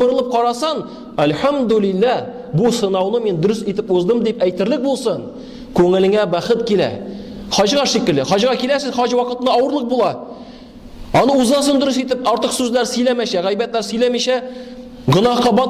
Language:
Tatar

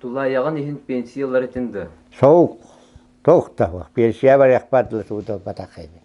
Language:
Yakut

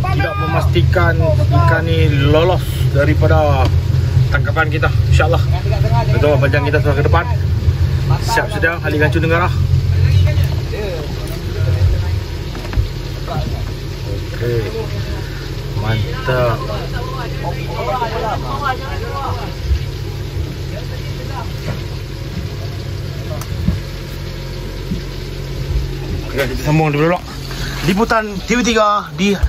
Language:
Malay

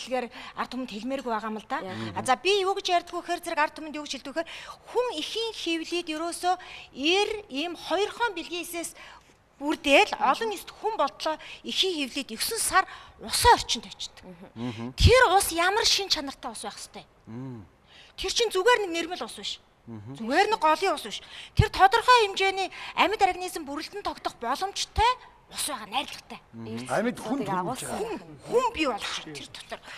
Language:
Mongolian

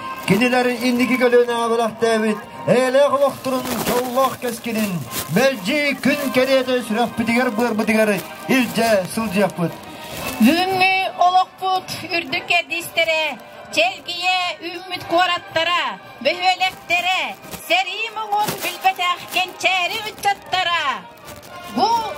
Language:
Yakut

